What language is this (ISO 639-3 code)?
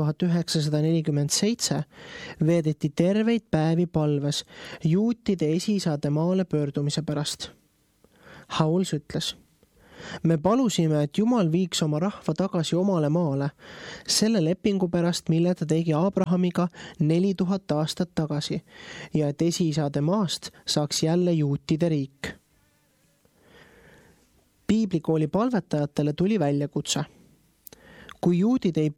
est